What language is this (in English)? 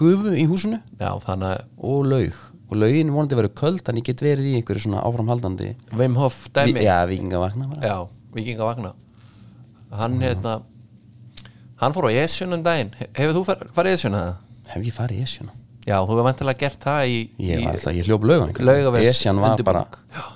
Icelandic